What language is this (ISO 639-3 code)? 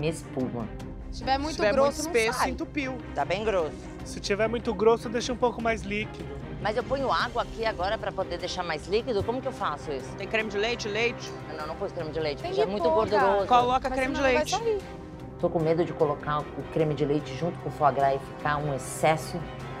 por